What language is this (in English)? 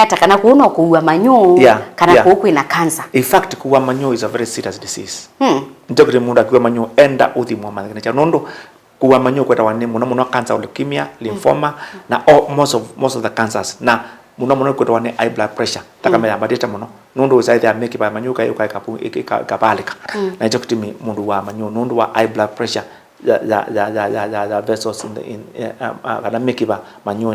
Kamba